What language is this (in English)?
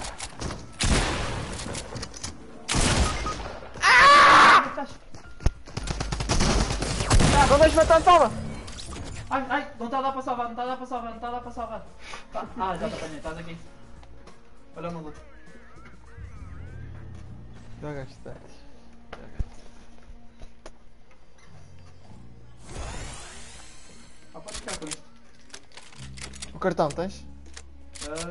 Portuguese